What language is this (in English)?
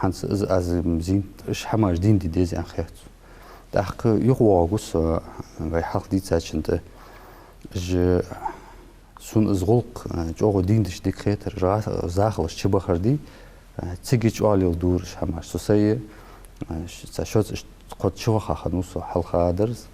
Ingush